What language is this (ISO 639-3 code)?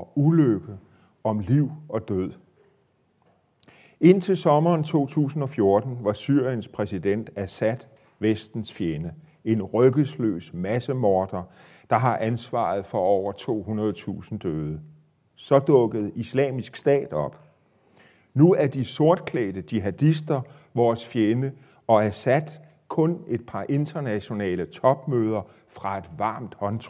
dan